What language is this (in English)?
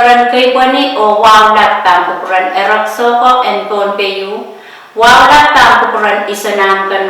Pohnpeian